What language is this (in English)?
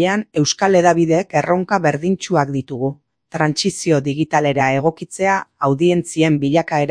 Basque